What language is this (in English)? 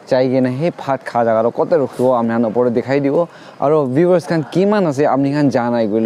Naga Pidgin